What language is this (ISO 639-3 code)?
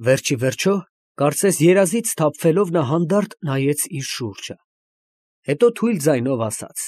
hye